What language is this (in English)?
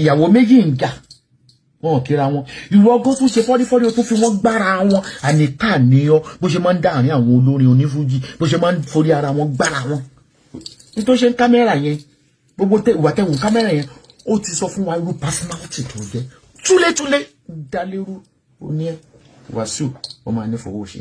Yoruba